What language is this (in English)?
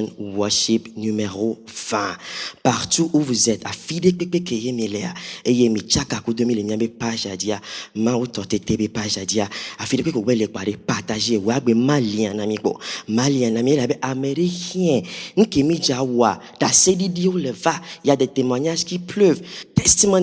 Ewe